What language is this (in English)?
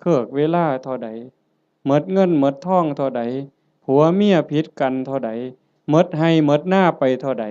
Northeastern Thai